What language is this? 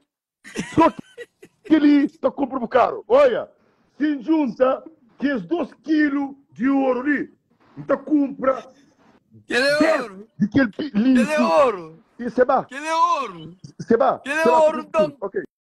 Kabuverdianu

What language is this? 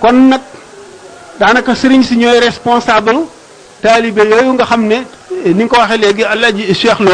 Wolof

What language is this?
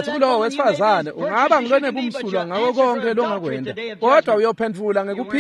Swati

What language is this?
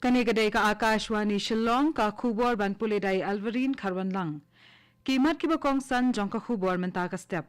Khasi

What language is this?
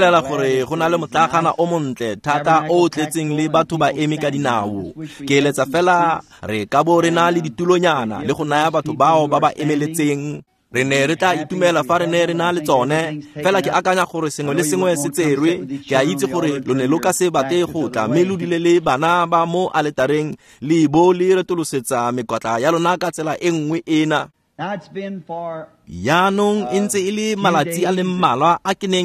Tswana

